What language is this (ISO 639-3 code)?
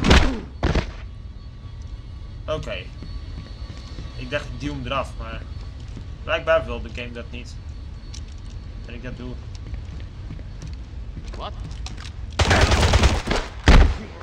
nld